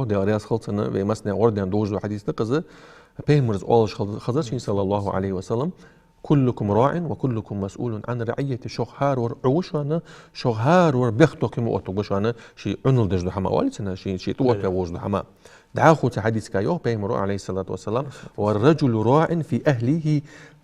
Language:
Ingush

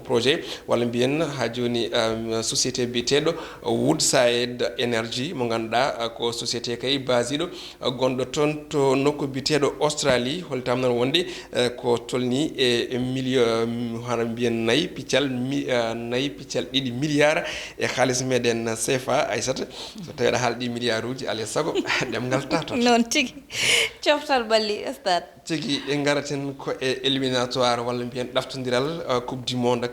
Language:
Fula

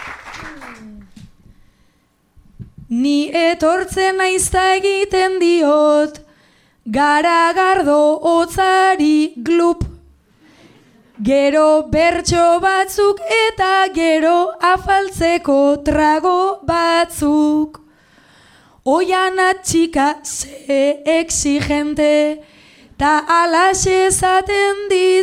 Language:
Basque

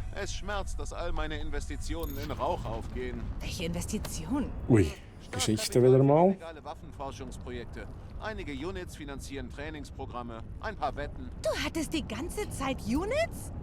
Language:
Swiss German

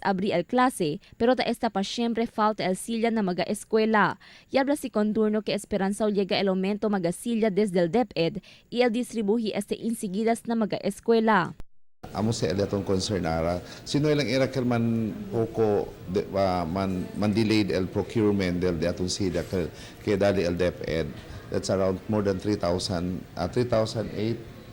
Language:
Chavacano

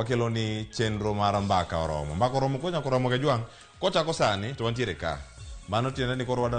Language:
Luo (Kenya and Tanzania)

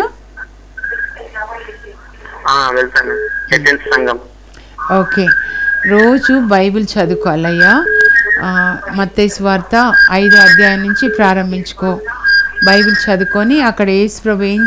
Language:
Telugu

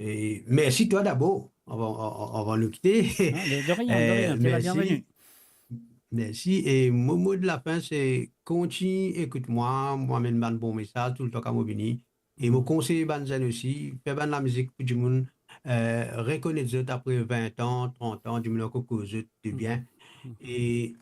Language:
Morisyen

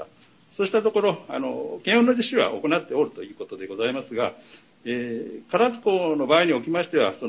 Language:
Japanese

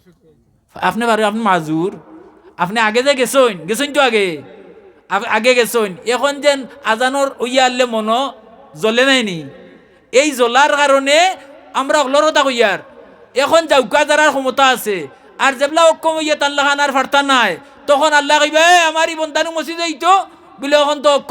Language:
Sylheti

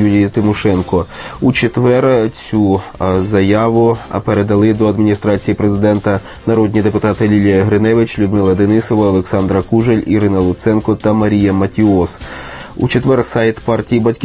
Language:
Ukrainian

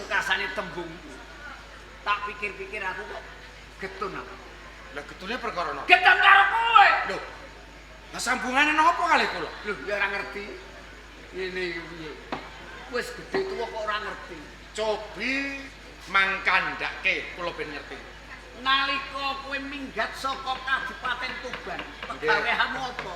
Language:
Javanese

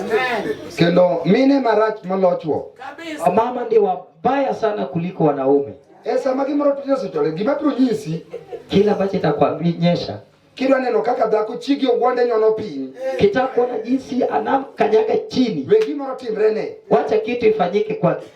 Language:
Luo (Kenya and Tanzania)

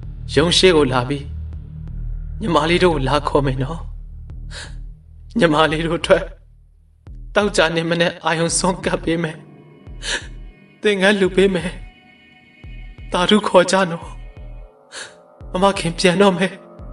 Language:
Burmese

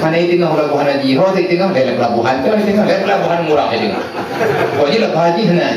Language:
Achinese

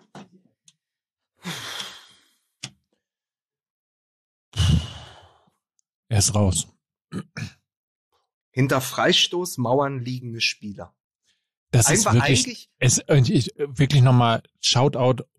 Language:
German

